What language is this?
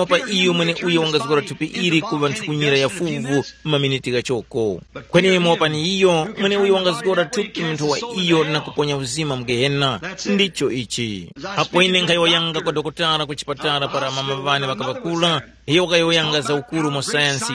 Tumbuka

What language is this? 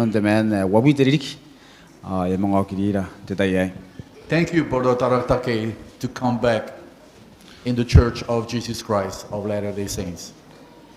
Gilbertese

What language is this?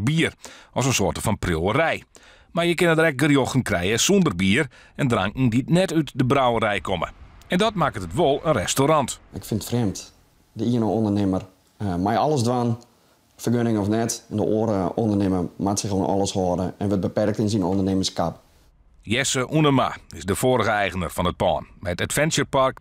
Western Frisian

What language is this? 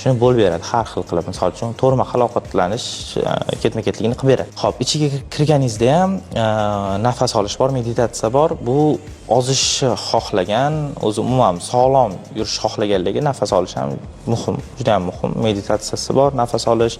Uzbek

